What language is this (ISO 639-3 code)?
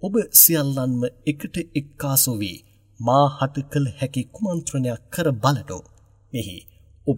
sin